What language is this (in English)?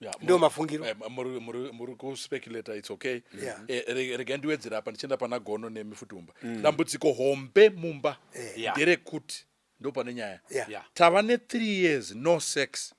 Shona